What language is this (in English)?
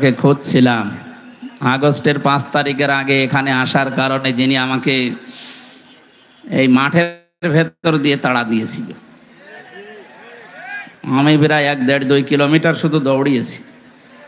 Bangla